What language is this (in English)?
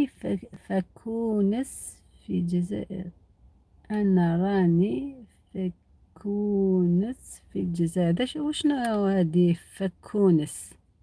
Algerian Arabic